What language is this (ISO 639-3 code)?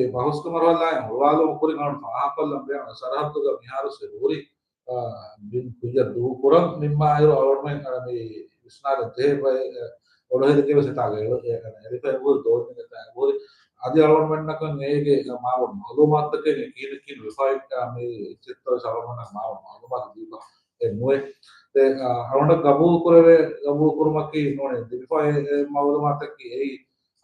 div